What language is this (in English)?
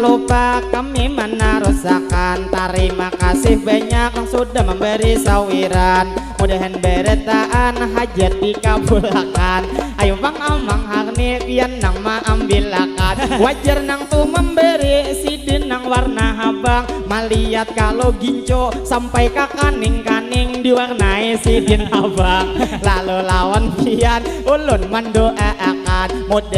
Banjar